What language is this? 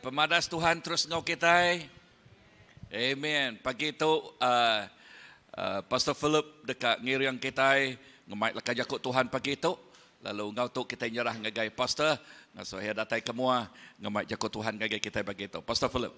Iban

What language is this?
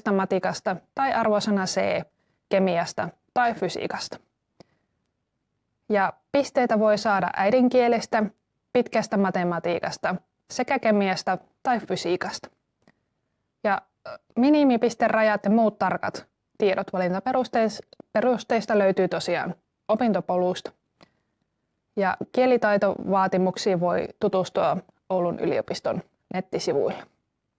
Finnish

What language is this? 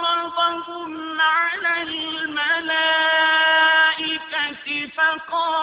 Arabic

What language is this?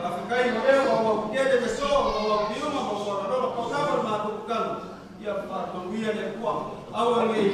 Samoan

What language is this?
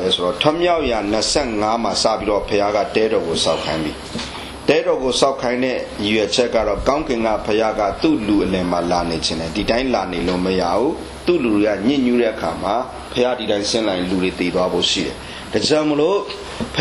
Burmese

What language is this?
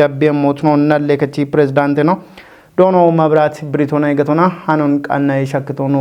Kafa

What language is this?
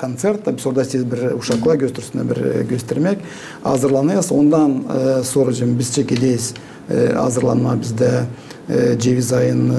Gagauz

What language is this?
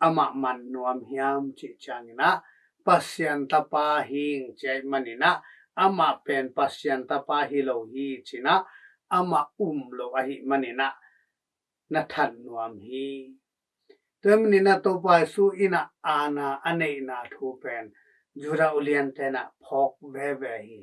Tedim Chin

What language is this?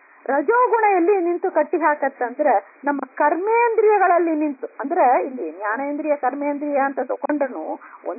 Kannada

